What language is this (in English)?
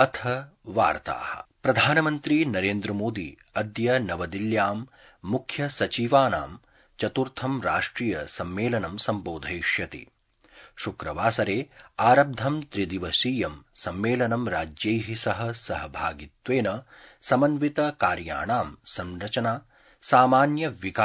Sanskrit